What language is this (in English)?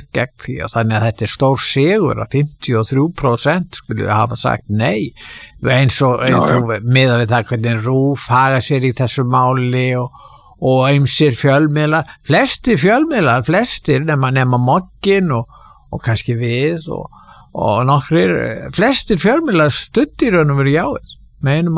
Icelandic